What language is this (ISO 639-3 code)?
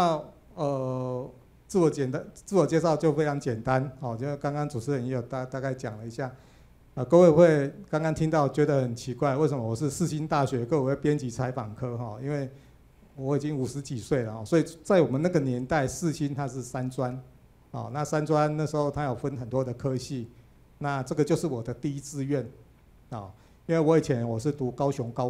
zho